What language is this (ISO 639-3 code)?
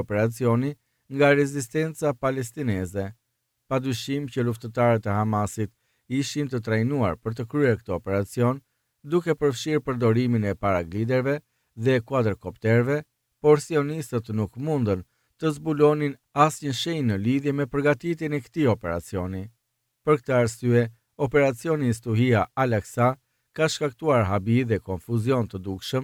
sqi